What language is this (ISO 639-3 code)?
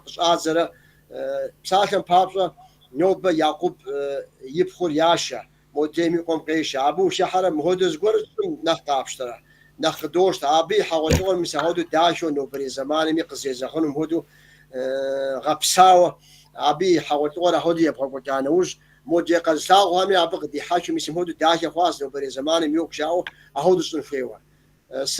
kbd